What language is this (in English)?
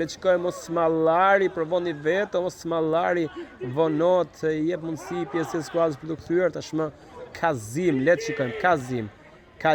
Albanian